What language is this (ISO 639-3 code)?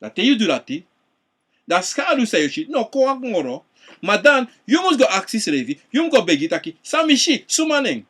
srn